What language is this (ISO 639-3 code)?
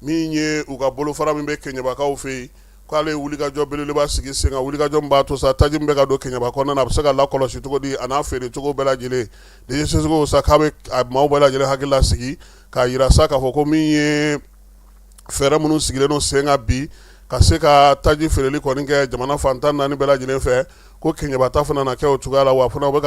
bam